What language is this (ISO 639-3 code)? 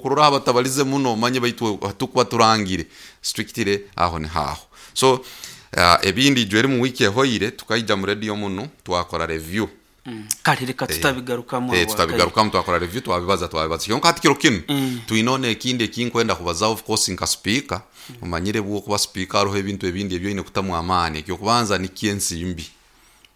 nyo